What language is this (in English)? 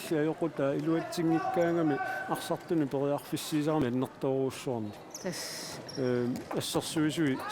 Kalaallisut